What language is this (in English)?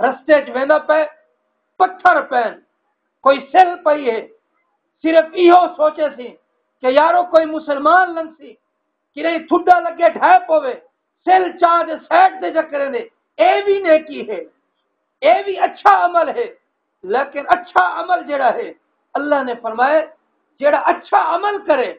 Saraiki